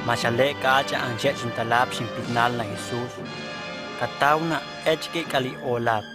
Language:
Huastec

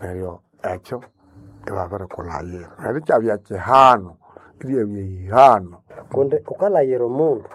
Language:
Nande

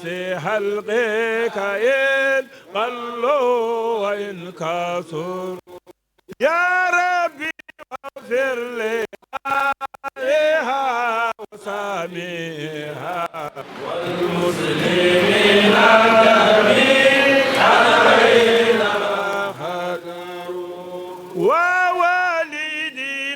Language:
Fula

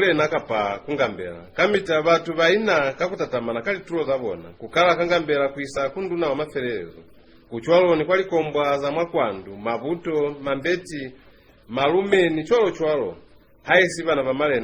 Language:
Lozi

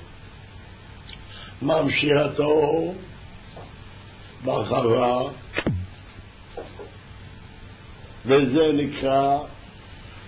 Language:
Hebrew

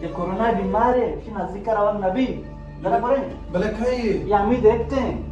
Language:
Baluchi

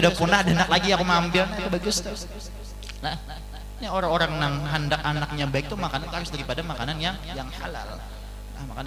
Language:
Banjar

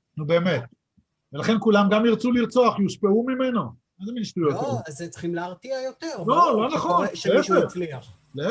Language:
Hebrew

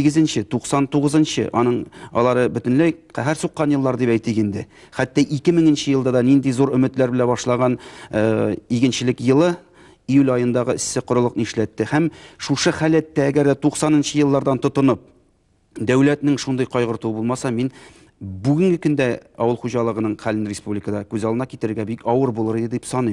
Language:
Tatar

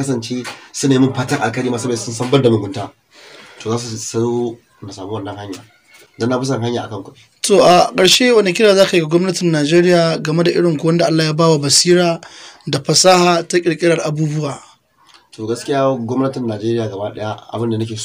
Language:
Hausa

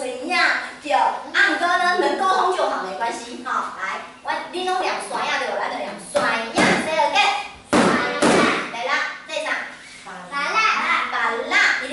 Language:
Min Nan Chinese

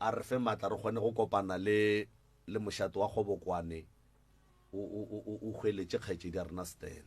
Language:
Northern Sotho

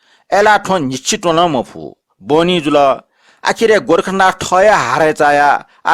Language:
Newari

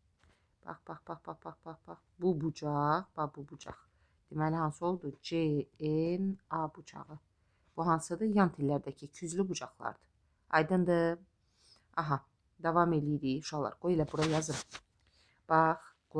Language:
Azerbaijani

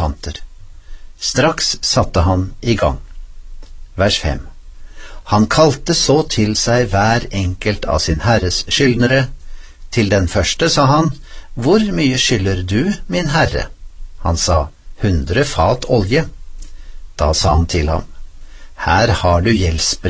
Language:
Norwegian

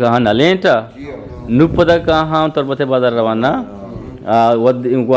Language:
Eastern Balochi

